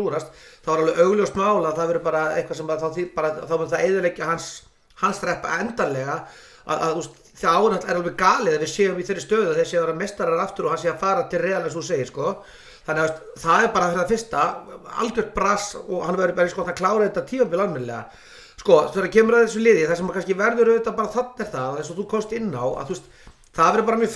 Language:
Icelandic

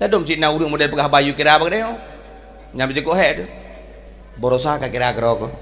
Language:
Achinese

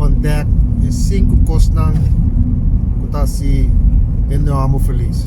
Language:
Papiamento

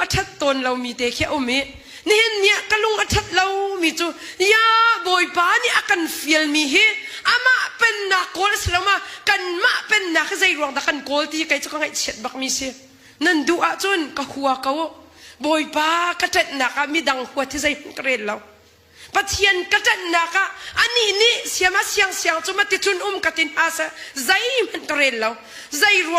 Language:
Hakha Chin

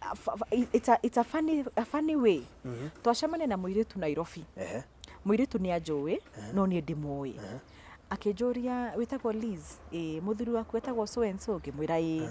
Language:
Kikuyu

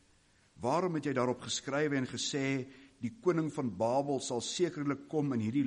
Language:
Afrikaans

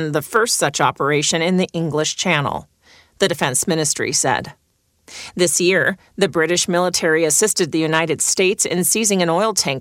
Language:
English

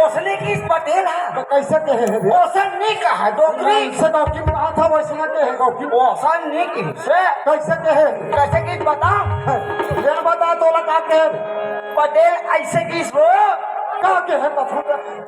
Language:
Chhattisgarhi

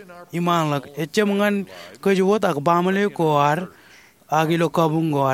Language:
Marshallese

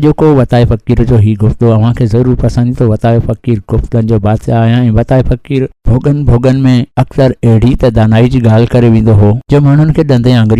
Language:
Sindhi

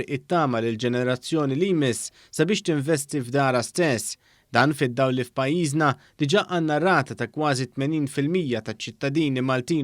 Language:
Maltese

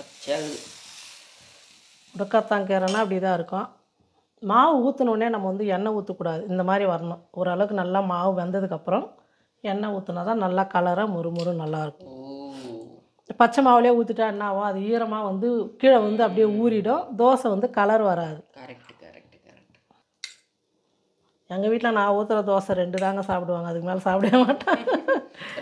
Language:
Tamil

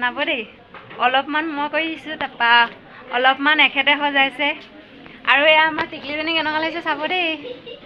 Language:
Assamese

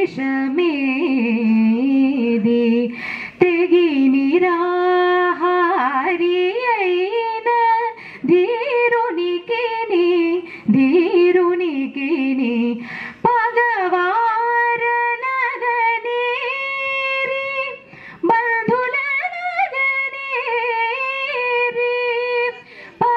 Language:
Telugu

